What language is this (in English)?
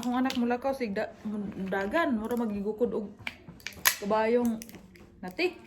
Cebuano